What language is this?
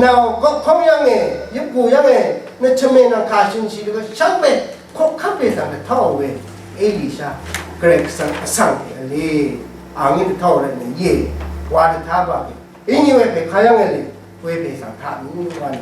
Rawang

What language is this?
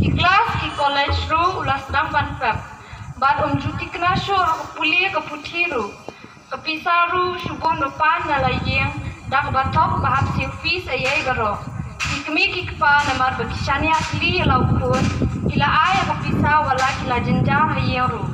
Khasi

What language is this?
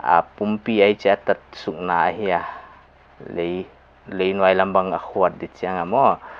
Paite Chin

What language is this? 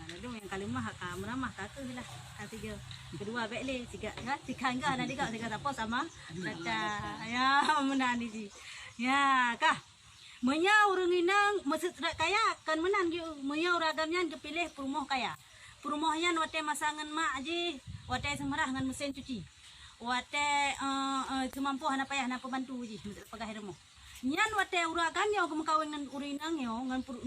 Achinese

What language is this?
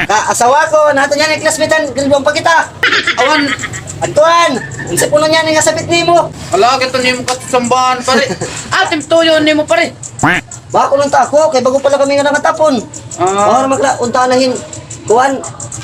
Waray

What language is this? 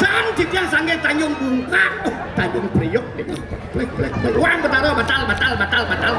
Balinese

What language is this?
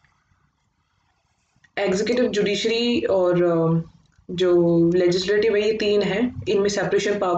Hindi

